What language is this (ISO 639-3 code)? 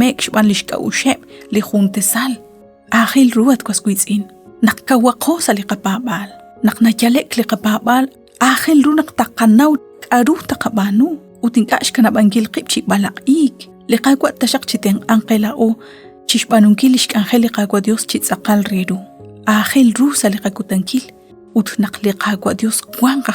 kek